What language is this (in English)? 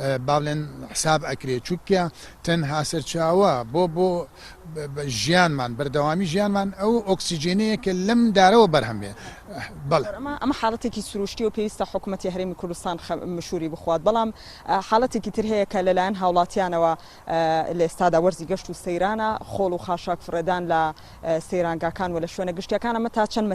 Central Kurdish